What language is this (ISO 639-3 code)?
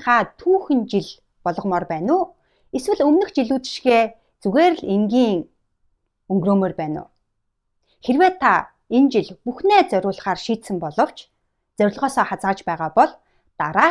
mon